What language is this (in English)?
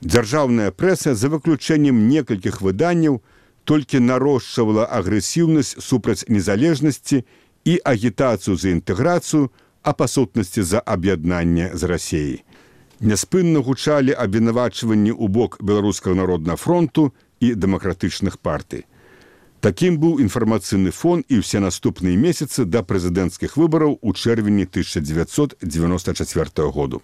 Belarusian